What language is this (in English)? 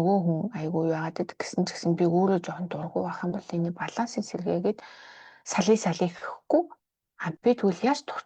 Mongolian